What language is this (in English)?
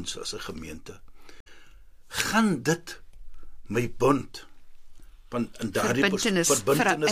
Afrikaans